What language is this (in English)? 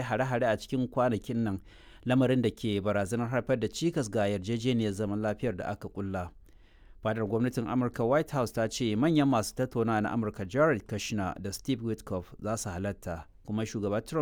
Hausa